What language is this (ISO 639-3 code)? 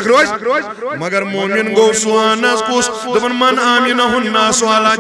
kas